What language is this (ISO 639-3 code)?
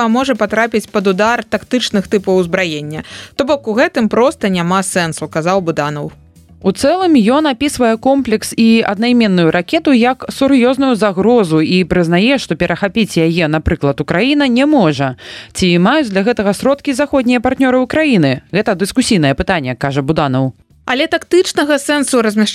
bel